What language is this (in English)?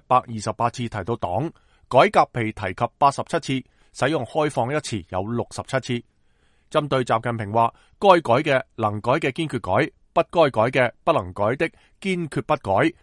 Cantonese